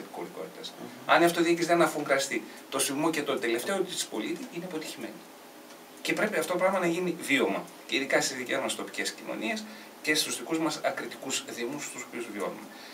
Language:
Greek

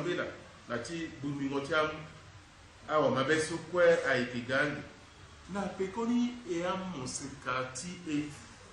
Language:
Sango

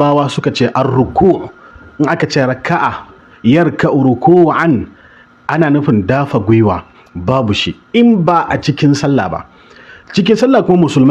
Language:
Hausa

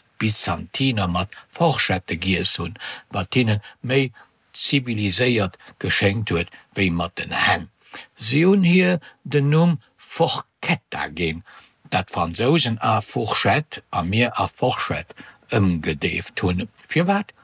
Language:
Luxembourgish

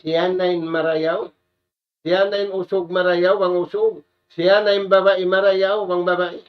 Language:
Tausug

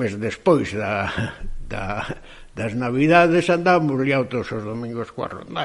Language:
Galician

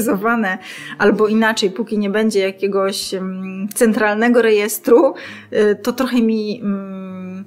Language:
Polish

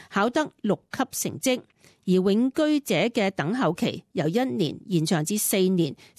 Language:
Cantonese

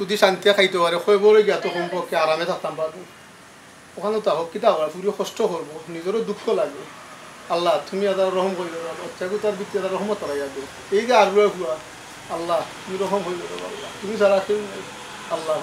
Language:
Sylheti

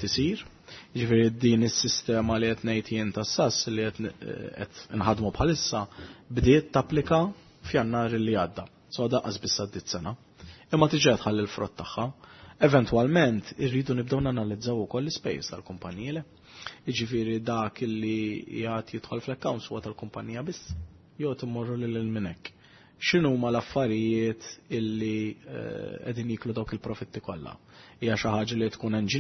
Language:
Maltese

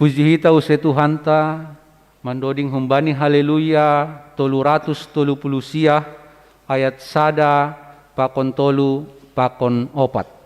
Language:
Batak Simalungun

